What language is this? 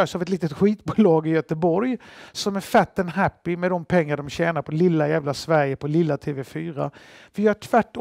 Swedish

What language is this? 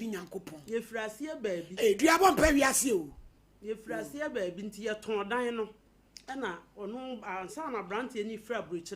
Akan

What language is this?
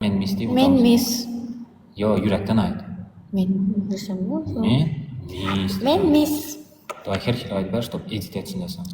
Turkmen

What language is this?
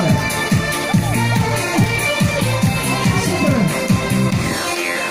Czech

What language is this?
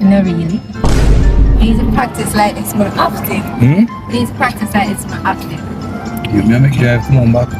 Jamaican Creole English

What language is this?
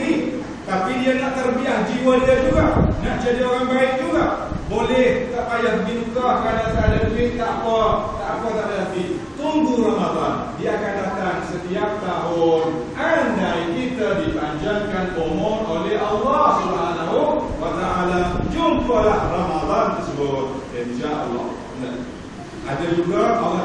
Malay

